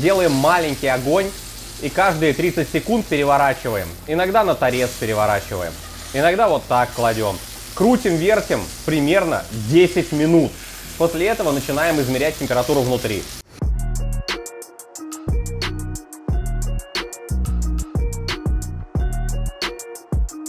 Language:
Russian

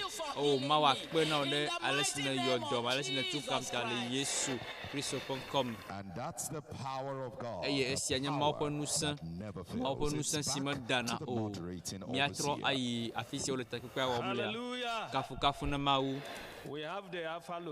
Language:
Ewe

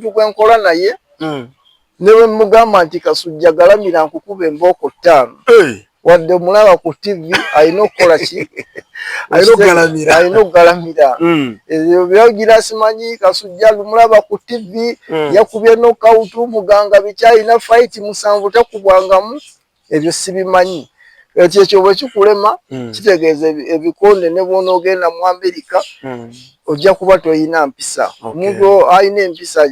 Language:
Ganda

